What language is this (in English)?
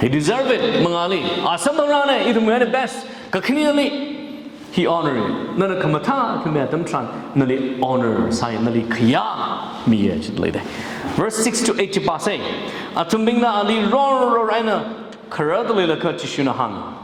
Tangkhul Naga (India)